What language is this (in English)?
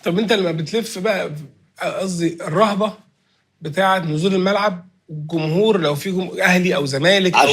Egyptian Arabic